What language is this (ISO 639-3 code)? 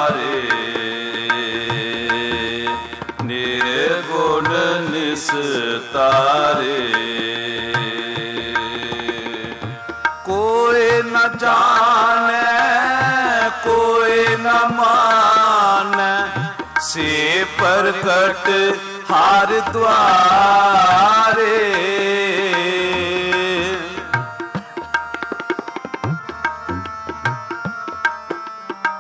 pan